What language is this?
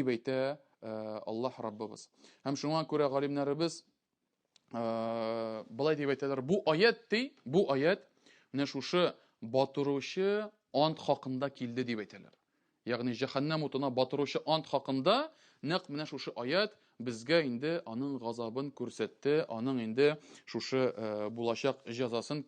Tatar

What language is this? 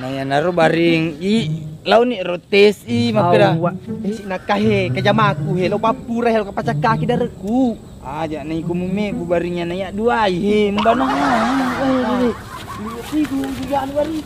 Buginese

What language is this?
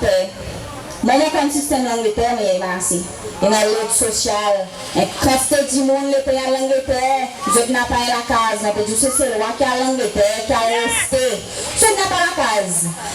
Seselwa Creole French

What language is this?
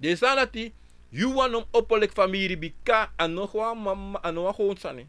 Sranan Tongo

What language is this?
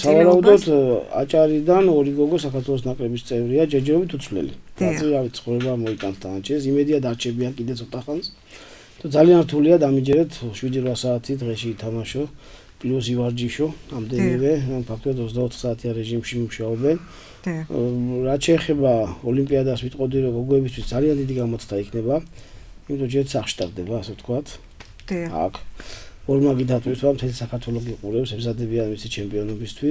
Georgian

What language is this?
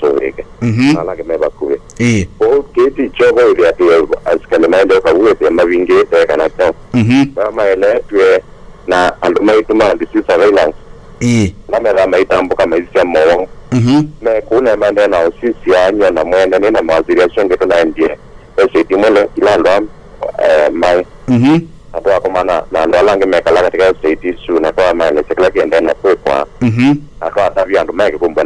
Kamba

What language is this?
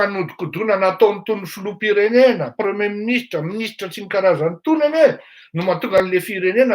Malagasy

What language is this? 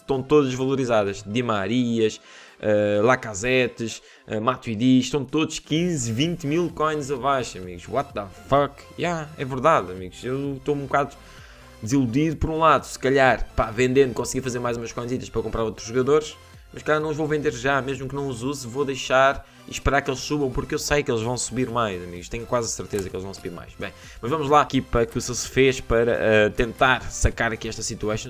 Portuguese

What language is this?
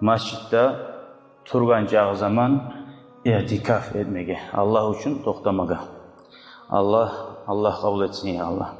Kumyk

